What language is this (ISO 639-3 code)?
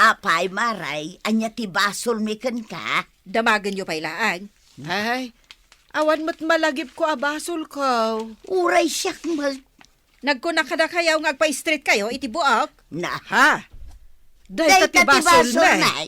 ilo